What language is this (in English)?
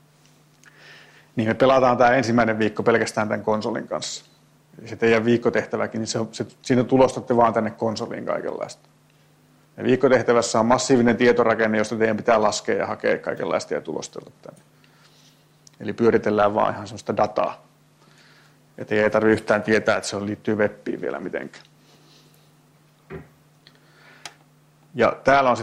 Finnish